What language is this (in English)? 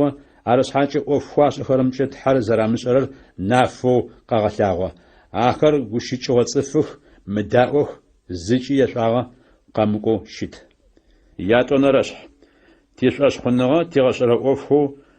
Adyghe